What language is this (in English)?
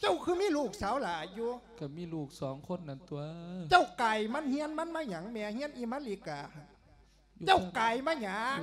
Lao